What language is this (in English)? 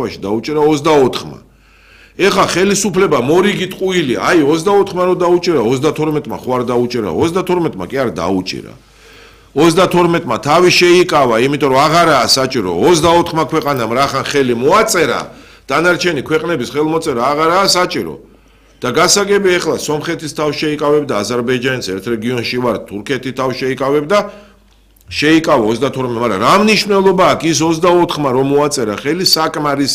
Georgian